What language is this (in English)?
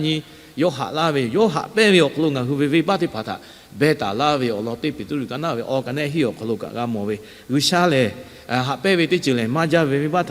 Lahu